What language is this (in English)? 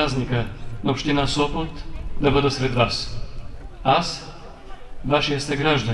Bulgarian